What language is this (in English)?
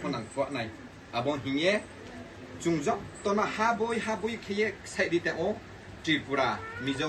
Riang (India)